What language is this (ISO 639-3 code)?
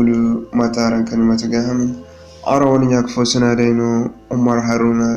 dje